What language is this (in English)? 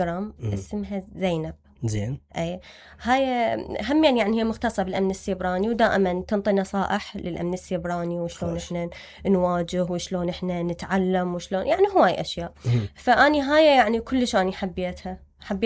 Mesopotamian Arabic